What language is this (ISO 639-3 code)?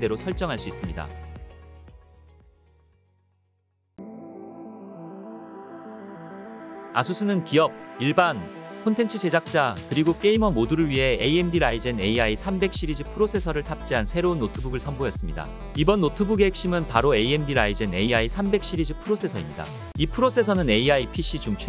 kor